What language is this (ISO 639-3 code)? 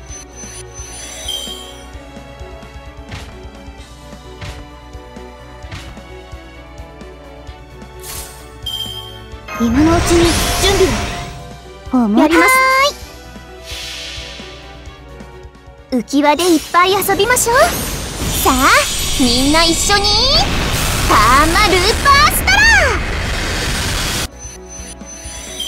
jpn